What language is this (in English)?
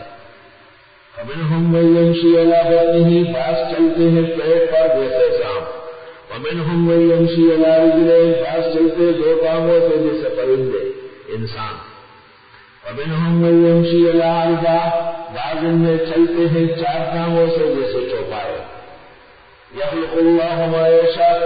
Urdu